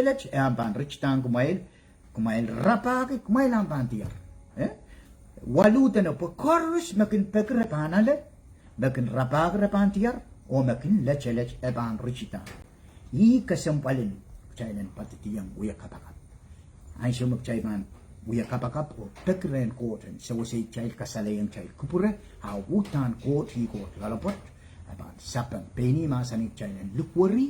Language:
Pohnpeian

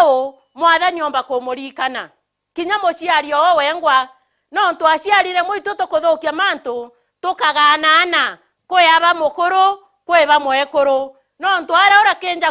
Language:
Meru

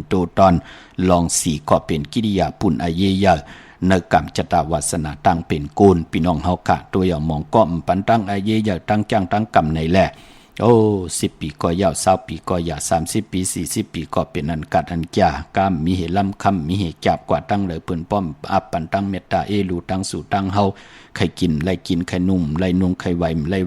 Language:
Shan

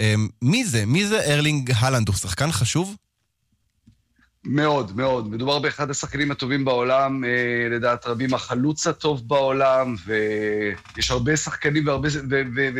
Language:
Hebrew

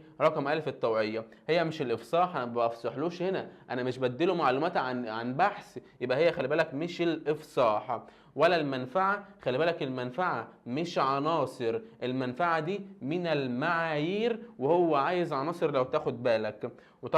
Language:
Egyptian Arabic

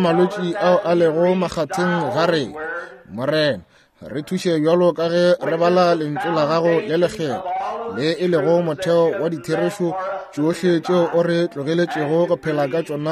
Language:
Northern Sotho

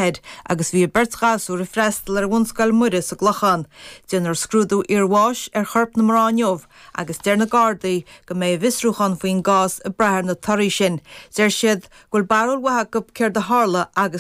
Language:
Irish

